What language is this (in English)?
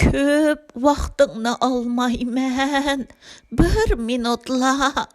Uyghur